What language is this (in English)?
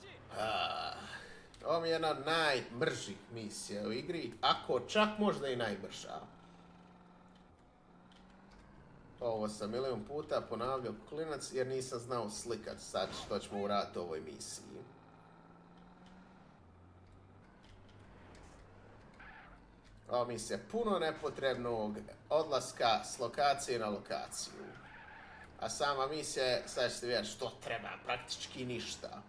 Croatian